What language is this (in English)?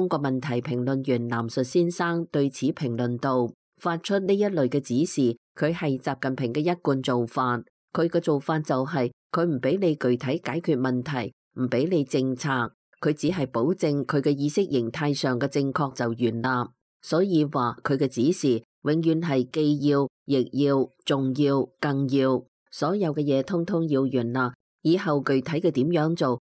Cantonese